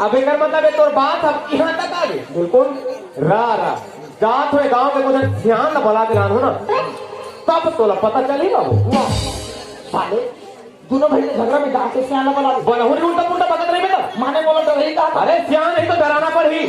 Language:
Chhattisgarhi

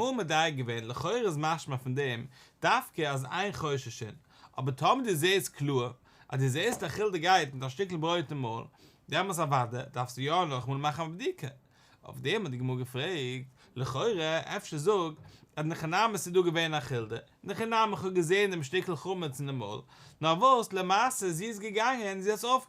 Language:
Yiddish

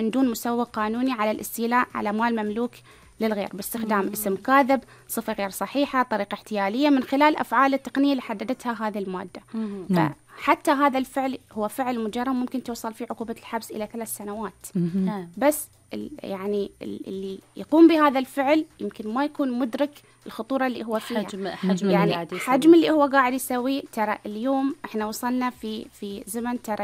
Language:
Gulf Arabic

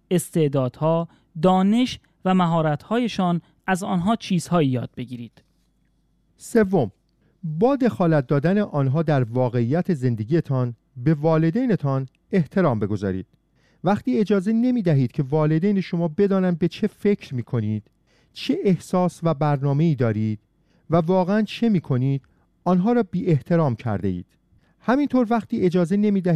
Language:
Persian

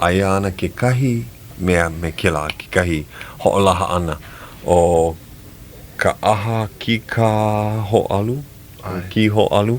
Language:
Hawaiian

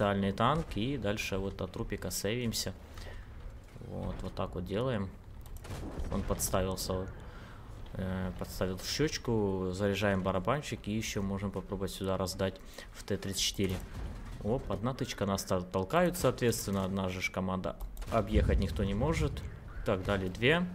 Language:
Russian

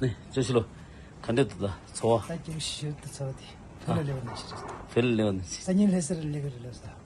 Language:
Tibetan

